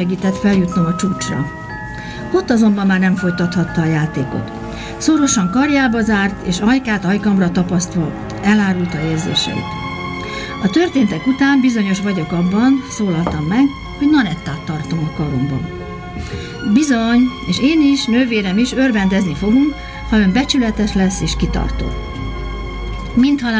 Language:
Hungarian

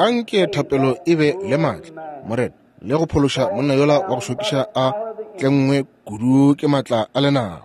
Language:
Northern Sotho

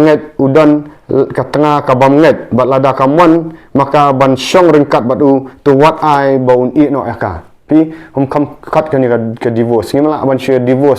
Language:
Khasi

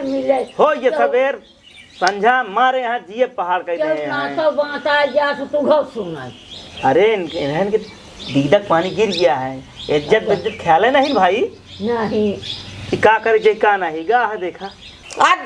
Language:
Awadhi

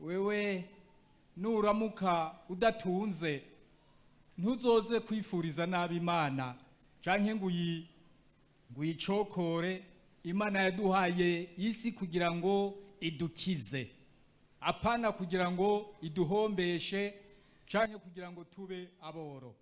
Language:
Rundi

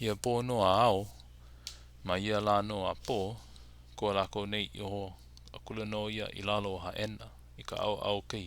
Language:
Hawaiian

